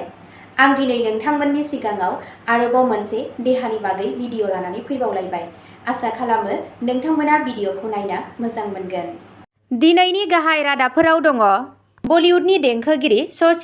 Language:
Bodo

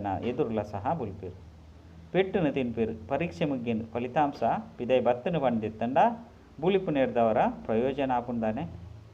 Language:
Tulu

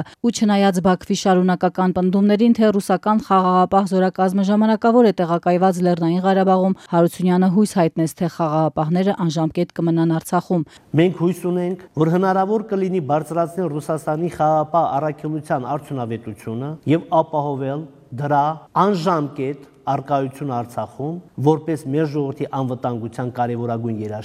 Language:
Armenian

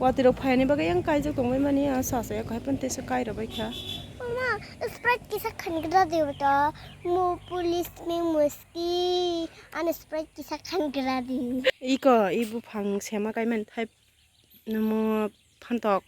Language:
Kok Borok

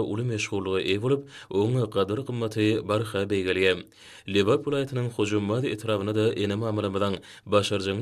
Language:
Turkmen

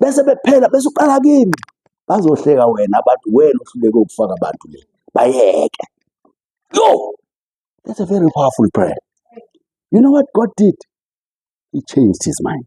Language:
Zulu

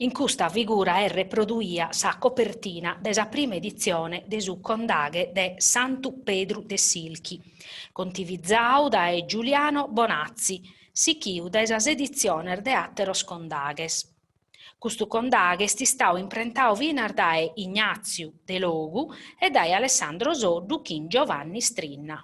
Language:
Sardinian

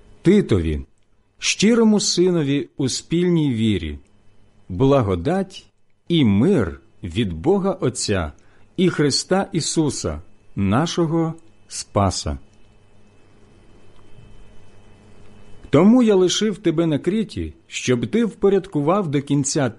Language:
Ukrainian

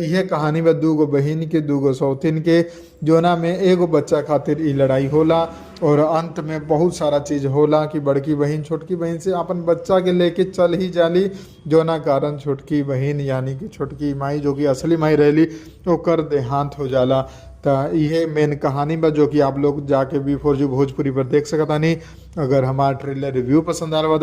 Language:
Bhojpuri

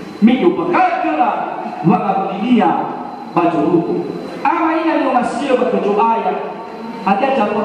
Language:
Nias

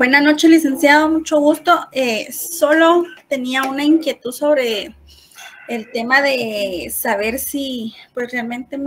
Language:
Spanish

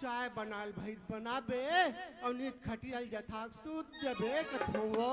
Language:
Chhattisgarhi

